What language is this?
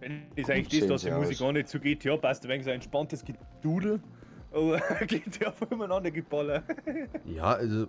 Bavarian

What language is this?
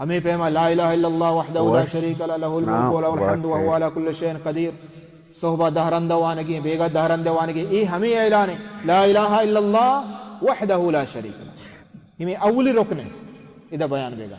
Baluchi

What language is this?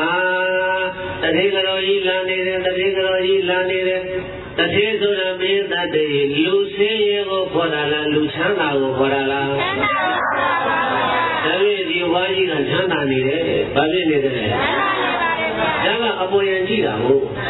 Burmese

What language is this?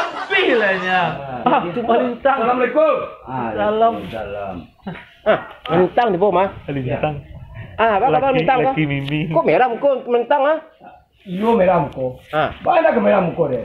Minangkabau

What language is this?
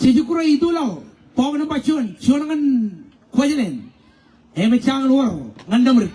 Marshallese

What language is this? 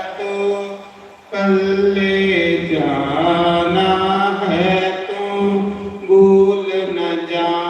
Dogri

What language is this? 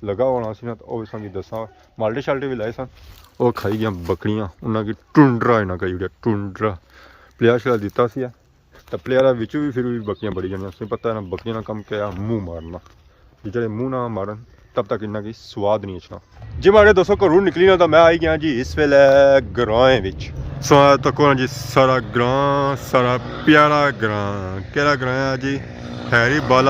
Pahari-Potwari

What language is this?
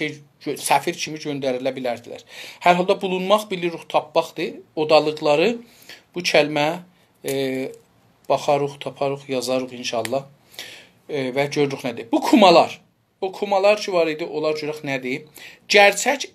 South Azerbaijani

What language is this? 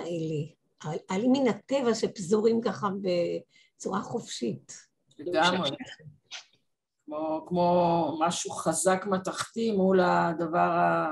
Hebrew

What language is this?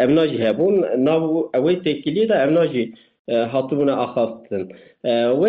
Kurdish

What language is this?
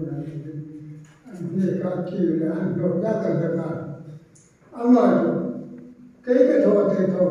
Hmar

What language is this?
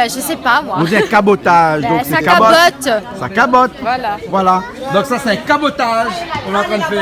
Réunion Creole French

